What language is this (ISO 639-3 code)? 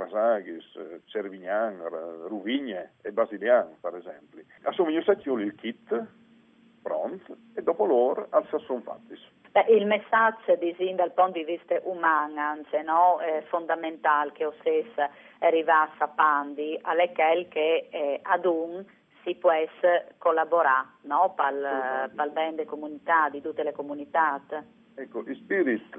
fur